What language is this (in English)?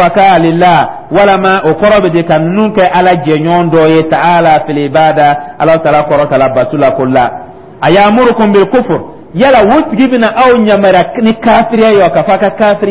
Dyula